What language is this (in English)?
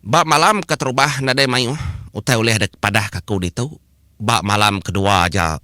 Iban